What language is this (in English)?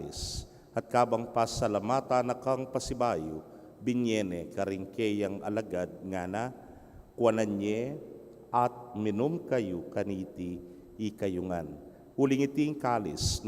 Pampanga